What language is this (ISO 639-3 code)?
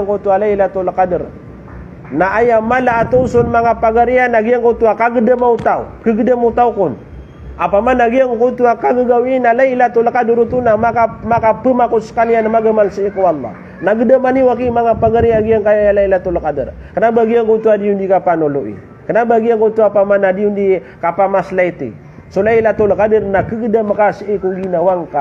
mrw